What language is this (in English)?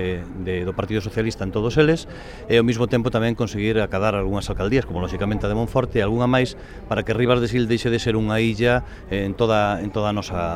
Galician